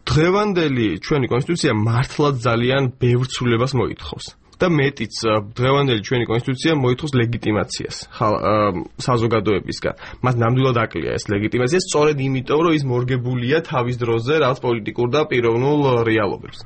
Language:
Georgian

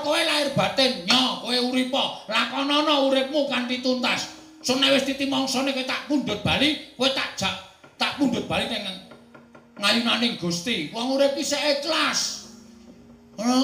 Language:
Javanese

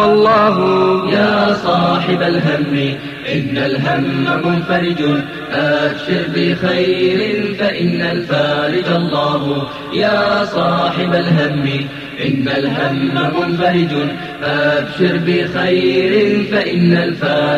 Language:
Bosnian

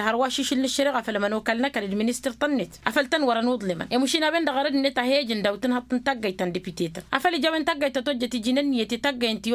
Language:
Tamasheq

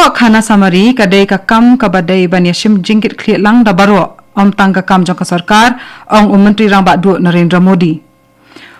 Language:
Khasi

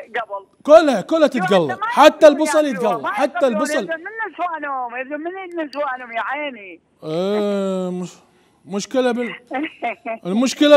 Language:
Mesopotamian Arabic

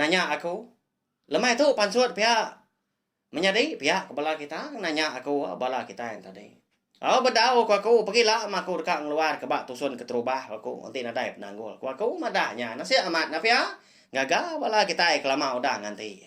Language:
Iban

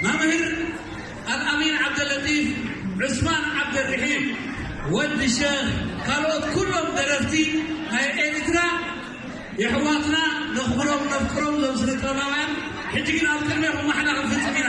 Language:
Tigrinya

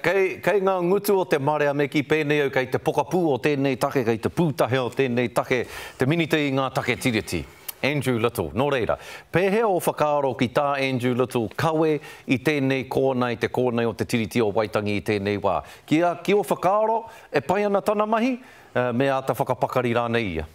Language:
Māori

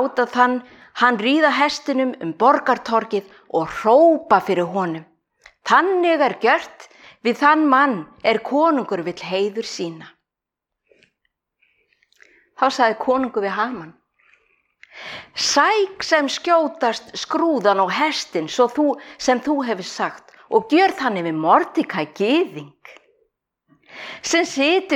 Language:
Icelandic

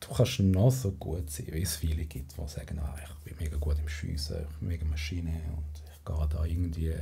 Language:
Swiss German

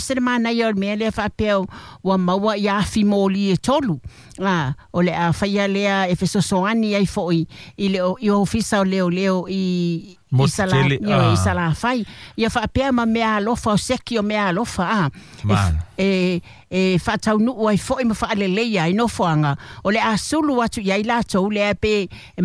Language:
Samoan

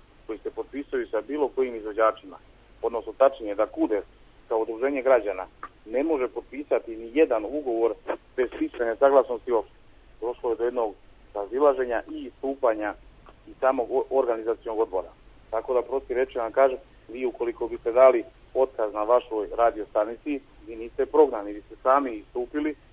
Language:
Serbian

